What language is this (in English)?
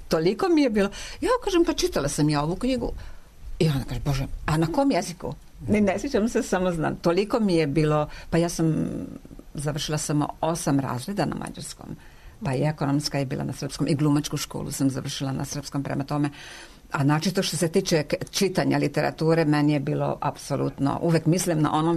Serbian